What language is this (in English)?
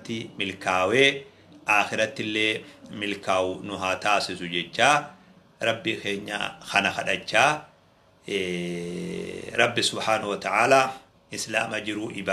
Oromo